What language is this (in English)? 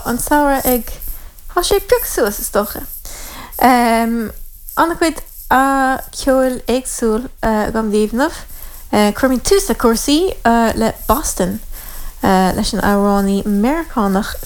Irish